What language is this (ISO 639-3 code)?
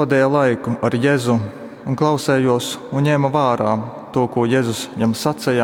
ltg